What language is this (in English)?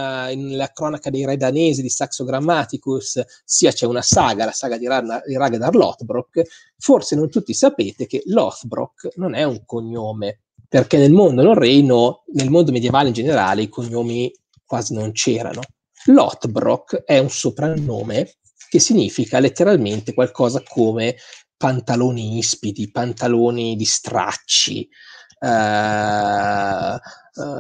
Italian